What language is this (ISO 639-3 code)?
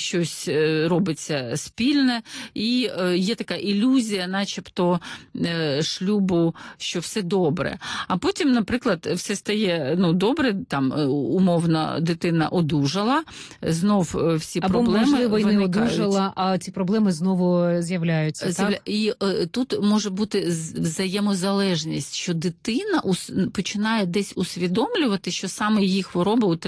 ukr